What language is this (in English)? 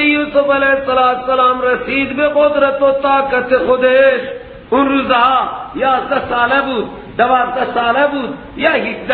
Persian